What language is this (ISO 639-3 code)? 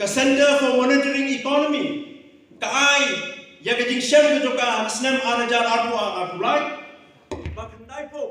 kha